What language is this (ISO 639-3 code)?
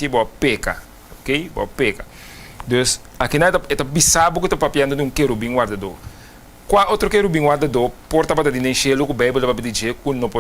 pap